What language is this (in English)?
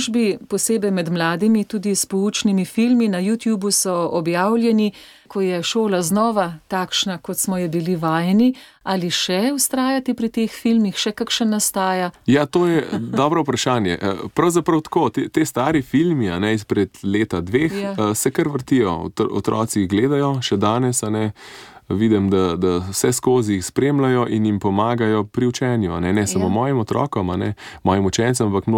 Slovenian